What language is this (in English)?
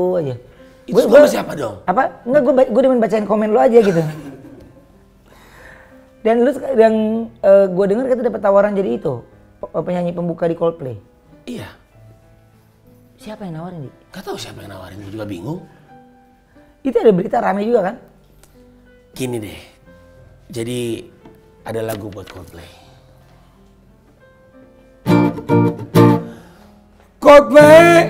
Indonesian